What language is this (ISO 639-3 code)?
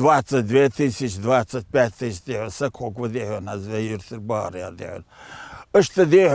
inh